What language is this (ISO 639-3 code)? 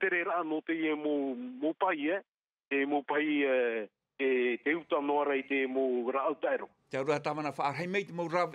tah